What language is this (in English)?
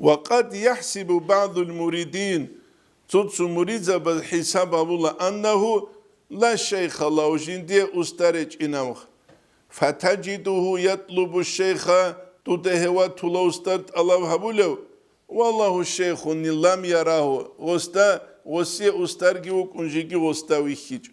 Avaric